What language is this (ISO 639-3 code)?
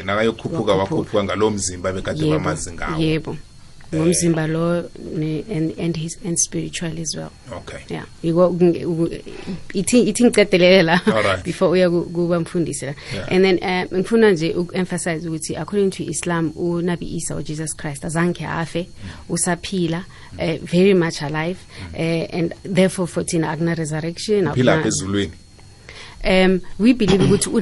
nbl